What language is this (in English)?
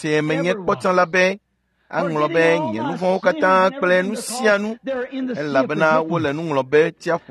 Ewe